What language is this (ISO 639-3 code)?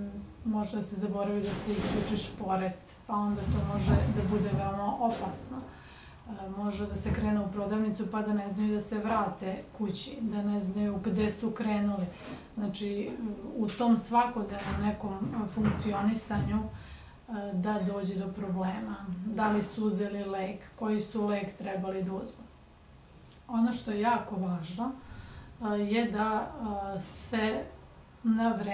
srp